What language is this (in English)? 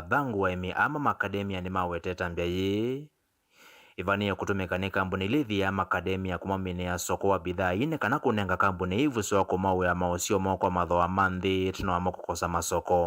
Kamba